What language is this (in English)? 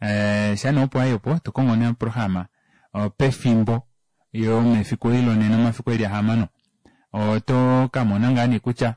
Kuanyama